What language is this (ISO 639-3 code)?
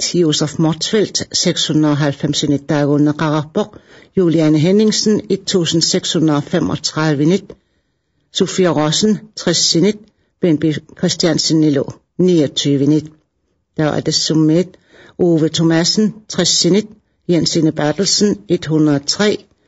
kal